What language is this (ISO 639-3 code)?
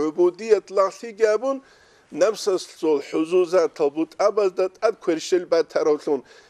ava